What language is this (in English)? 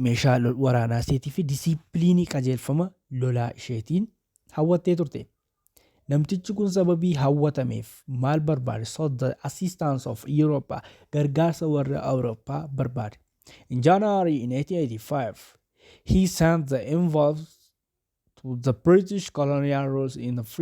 Oromo